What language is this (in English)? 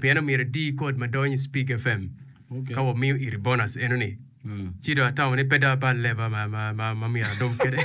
Acoli